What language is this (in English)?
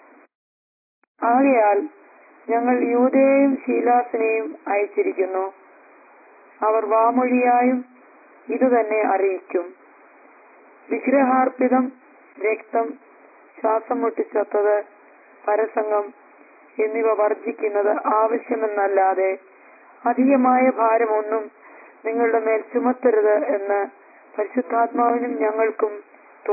Malayalam